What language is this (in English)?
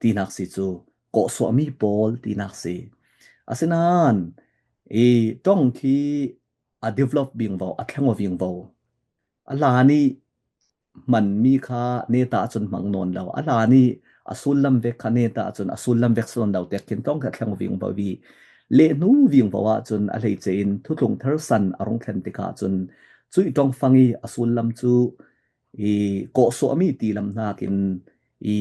Falam Chin